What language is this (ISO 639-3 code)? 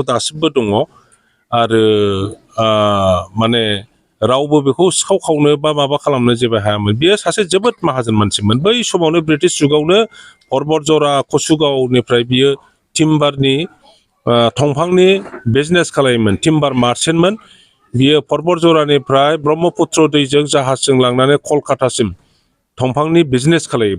brx